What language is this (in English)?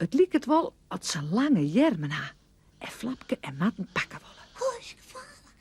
Western Frisian